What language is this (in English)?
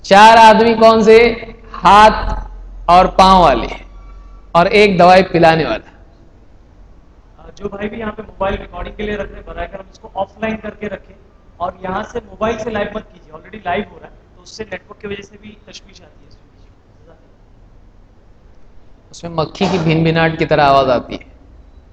Urdu